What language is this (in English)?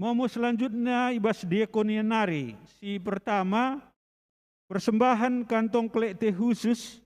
Batak Karo